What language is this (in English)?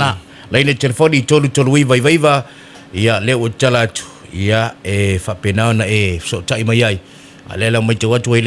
Samoan